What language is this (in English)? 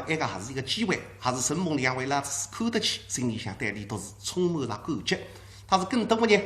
Wu Chinese